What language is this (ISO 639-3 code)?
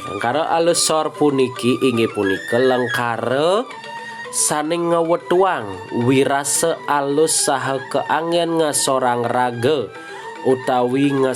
ban